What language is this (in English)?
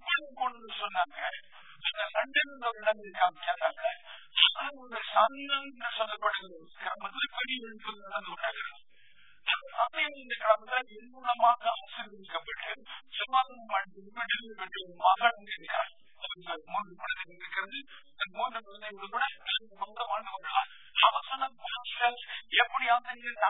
Tamil